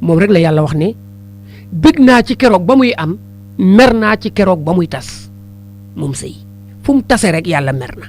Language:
Wolof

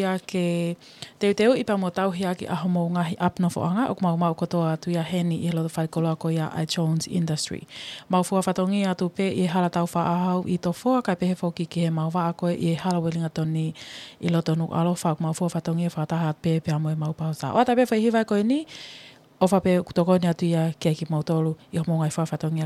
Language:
Tongan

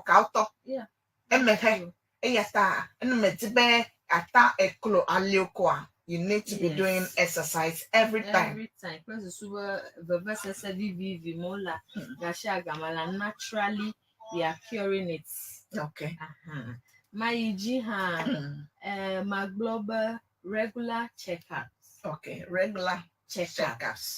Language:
Ewe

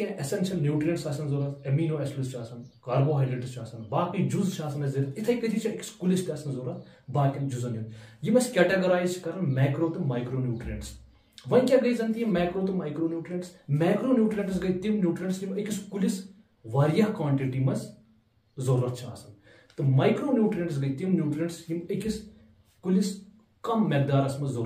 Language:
Kashmiri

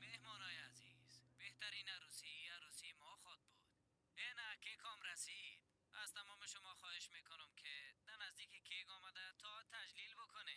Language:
Persian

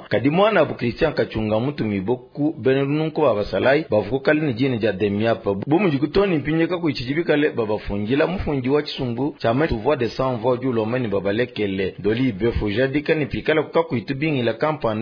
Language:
Luba-Lulua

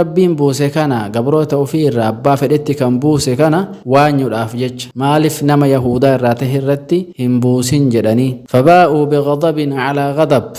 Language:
Oromo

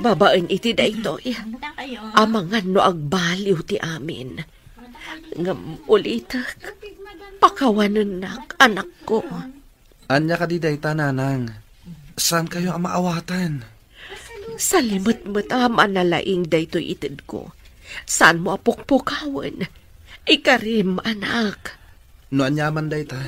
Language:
Iloko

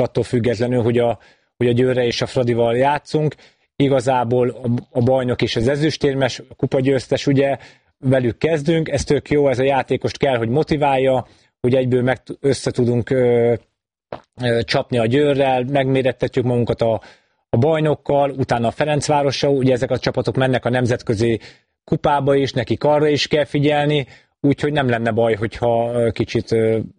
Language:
Hungarian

